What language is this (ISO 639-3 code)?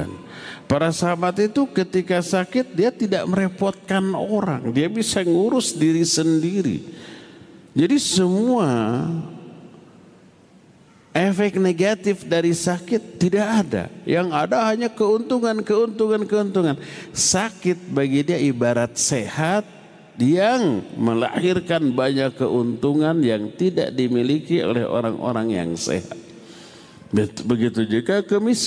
ind